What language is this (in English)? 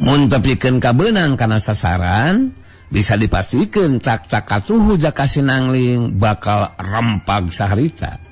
Sundanese